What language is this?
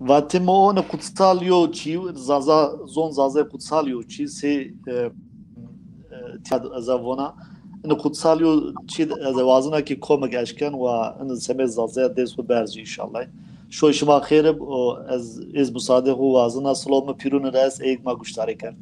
Zaza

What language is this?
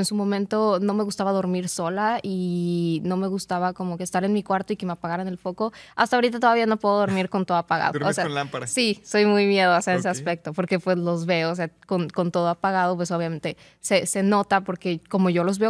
Spanish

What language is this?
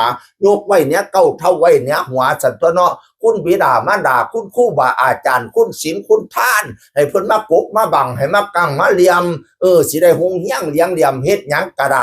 Northeastern Thai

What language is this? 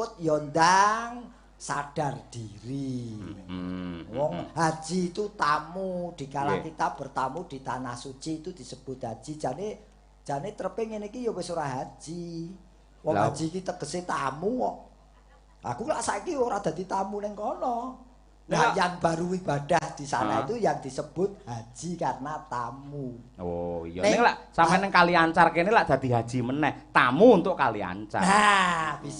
Javanese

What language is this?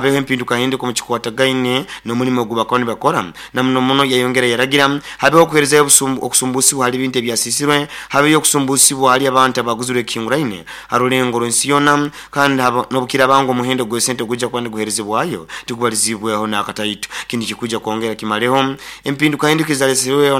Nyoro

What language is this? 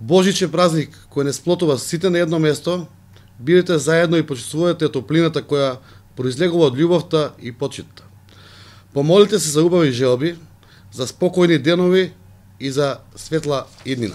Macedonian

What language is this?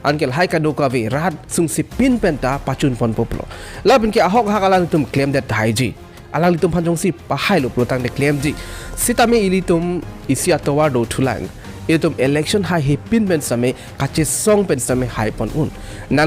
Karbi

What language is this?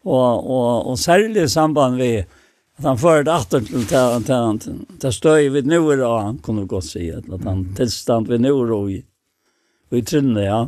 Faroese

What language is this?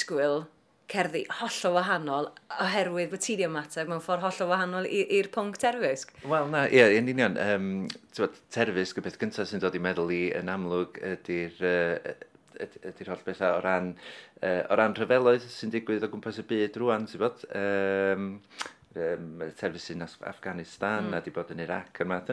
Welsh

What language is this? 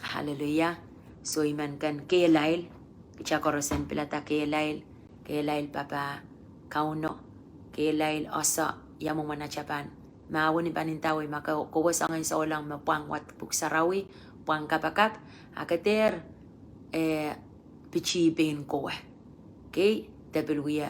Pohnpeian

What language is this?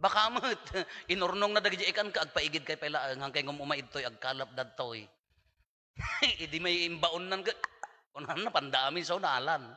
Iloko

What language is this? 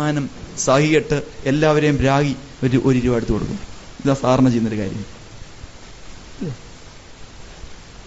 Malayalam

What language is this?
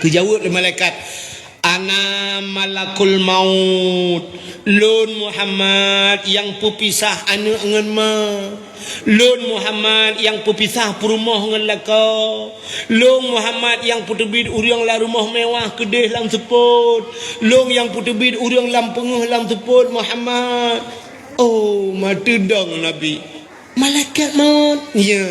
Achinese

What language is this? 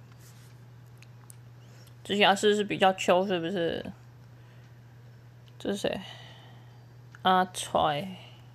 Chinese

